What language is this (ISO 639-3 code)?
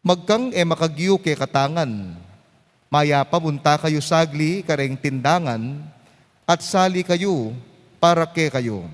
pam